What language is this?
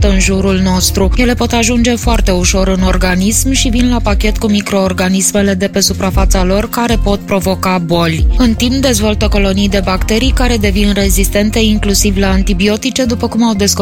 Romanian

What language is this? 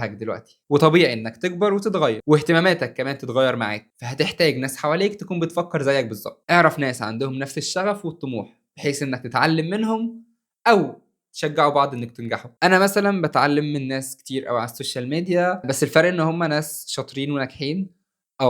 Egyptian Arabic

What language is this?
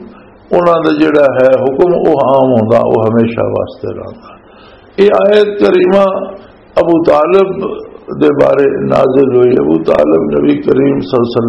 Western Panjabi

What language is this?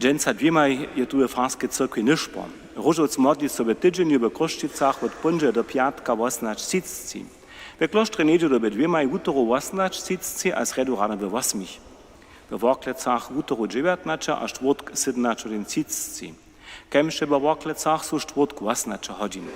Upper Sorbian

